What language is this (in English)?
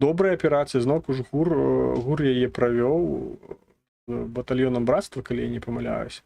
Belarusian